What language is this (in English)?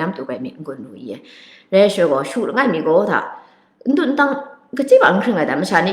Kachin